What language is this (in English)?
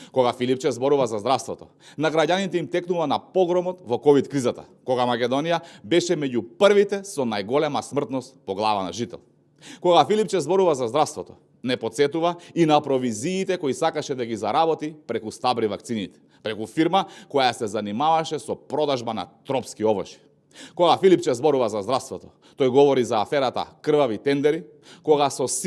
Macedonian